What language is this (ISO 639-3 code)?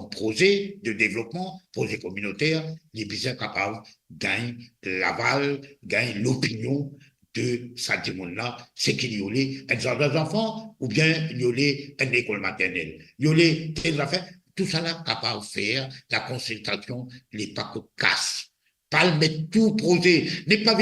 mfe